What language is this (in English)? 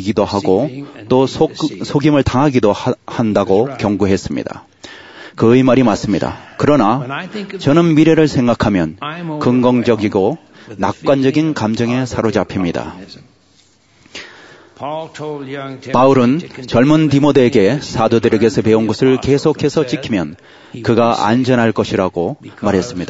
Korean